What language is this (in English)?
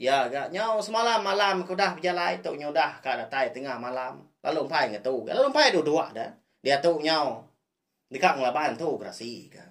Iban